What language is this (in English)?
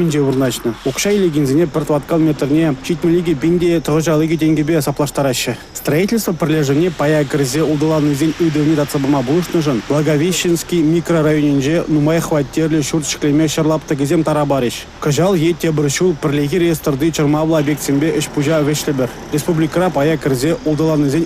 Chuvash